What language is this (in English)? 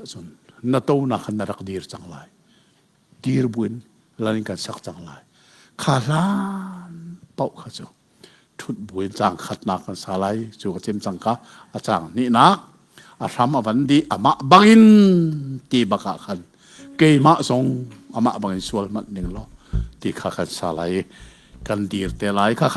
Hakha Chin